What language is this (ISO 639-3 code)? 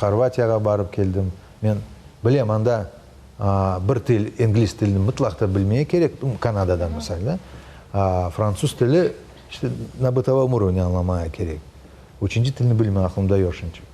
crh